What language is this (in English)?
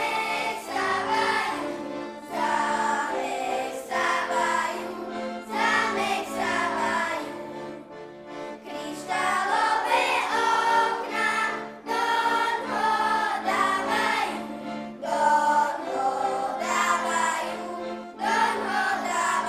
Slovak